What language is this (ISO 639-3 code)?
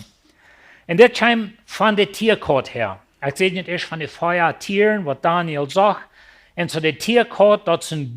pdt